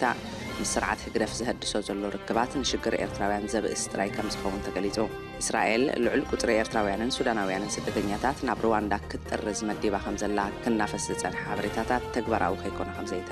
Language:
Tigrinya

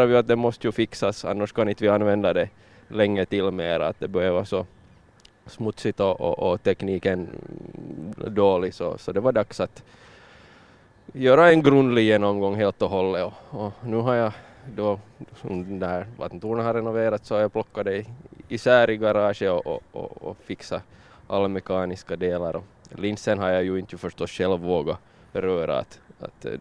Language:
Swedish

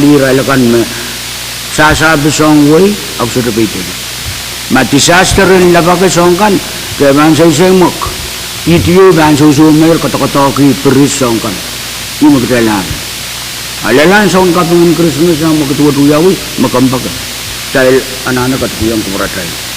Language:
Pohnpeian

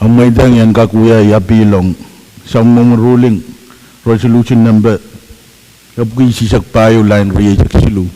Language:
Pohnpeian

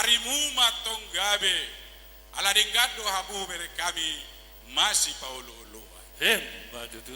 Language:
Batak Toba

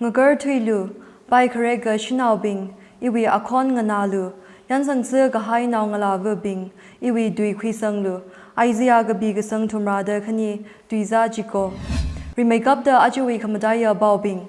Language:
Tangkhul Naga (India)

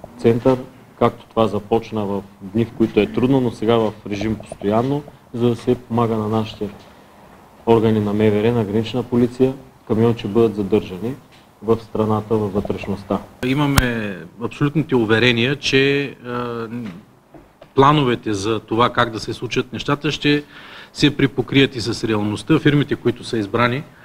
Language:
Bulgarian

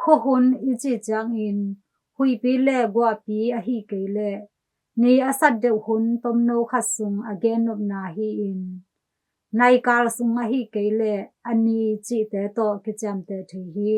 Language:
Tedim Chin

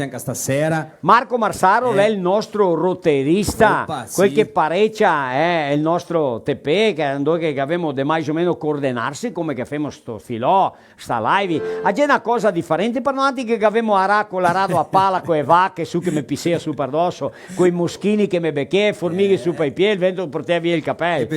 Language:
Venetian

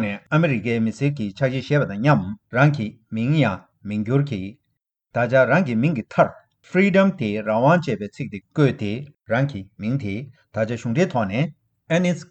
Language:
Tibetan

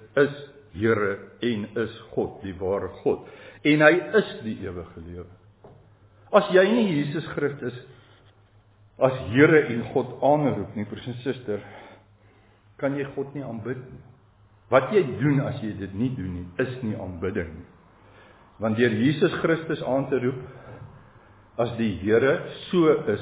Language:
Afrikaans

